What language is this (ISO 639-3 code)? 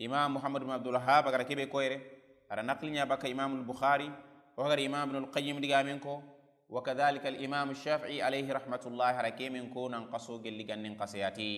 snk